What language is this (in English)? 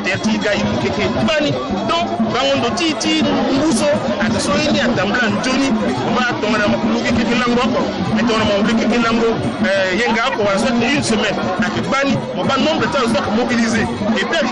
Sango